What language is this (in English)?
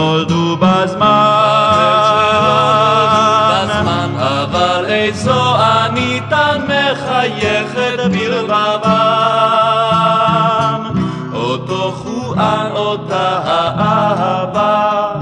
Hebrew